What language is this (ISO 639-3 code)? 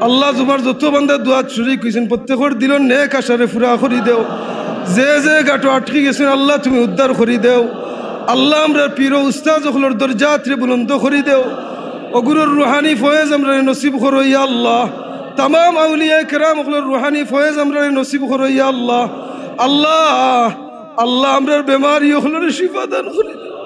syl